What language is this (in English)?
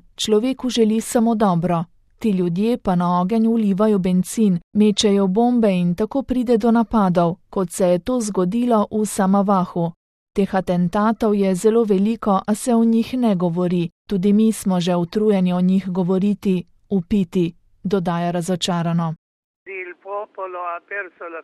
Slovenian